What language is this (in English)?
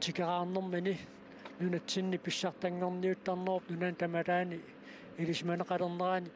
Kalaallisut